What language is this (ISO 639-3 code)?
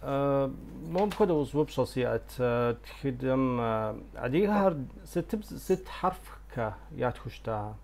kbd